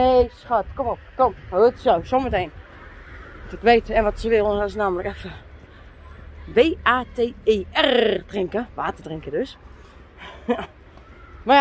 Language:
Dutch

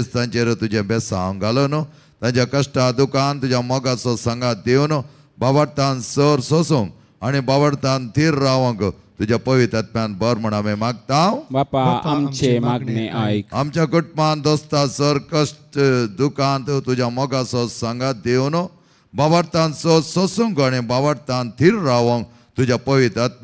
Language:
Konkani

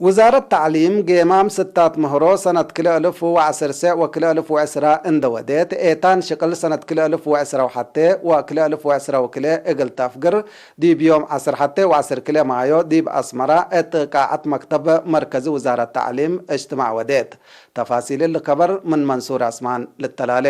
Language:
Tigre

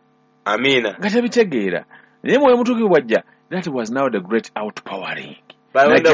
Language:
Ganda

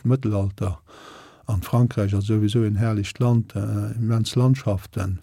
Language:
Luxembourgish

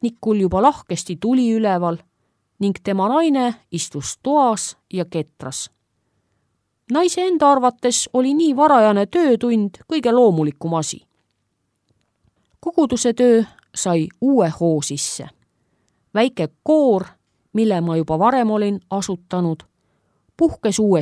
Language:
Estonian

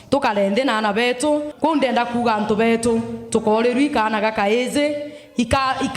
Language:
Meru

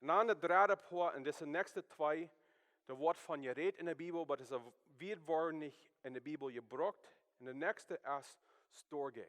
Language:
Plautdietsch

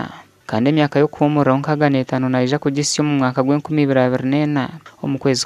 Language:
Nyankole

